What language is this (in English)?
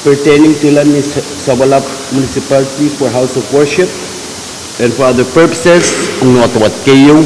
Pohnpeian